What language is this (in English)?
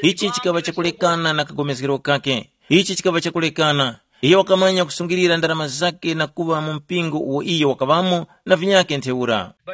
Tumbuka